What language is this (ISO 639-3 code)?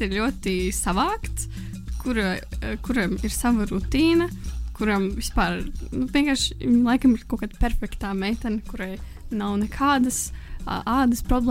lav